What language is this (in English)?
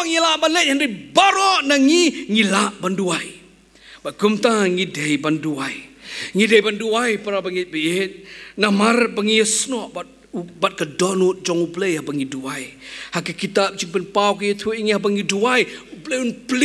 Khasi